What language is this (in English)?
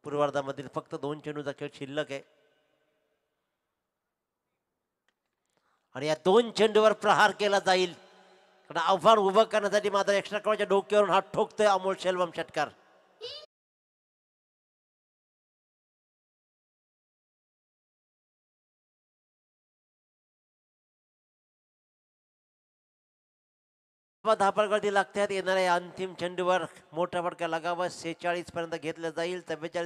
Marathi